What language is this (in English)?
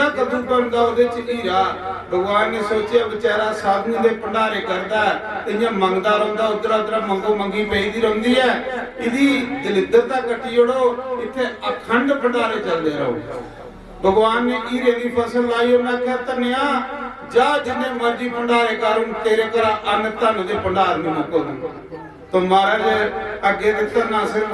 Dogri